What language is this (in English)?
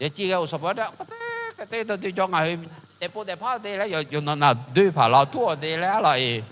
Akha